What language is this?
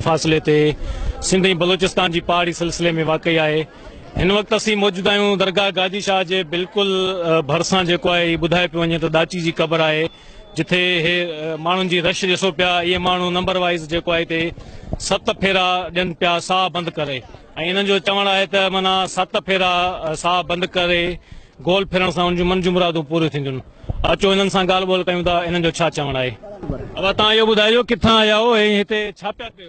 Sindhi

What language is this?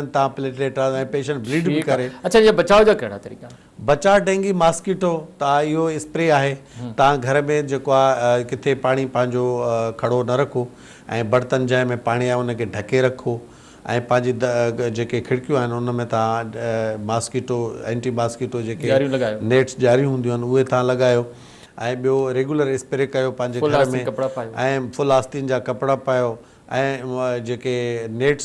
Sindhi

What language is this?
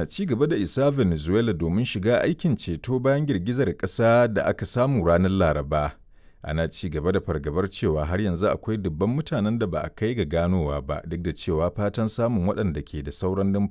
Hausa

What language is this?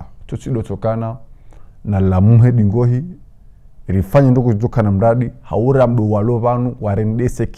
Ngazidja Comorian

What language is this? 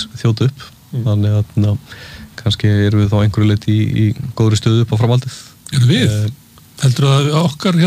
Icelandic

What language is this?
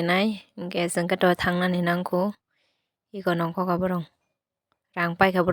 Kok Borok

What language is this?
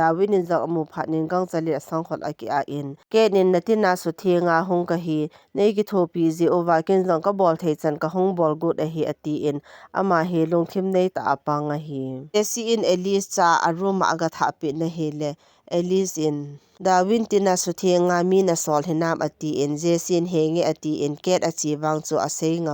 Thado Chin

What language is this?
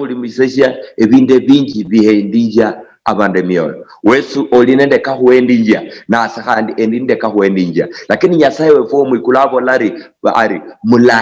Luyia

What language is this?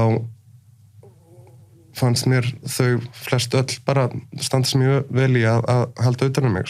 Icelandic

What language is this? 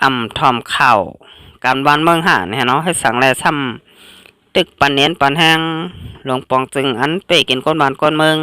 Shan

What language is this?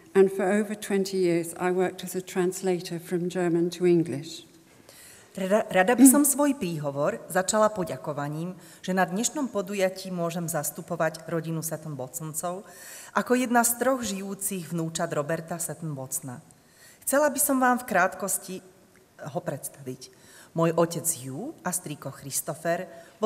Slovak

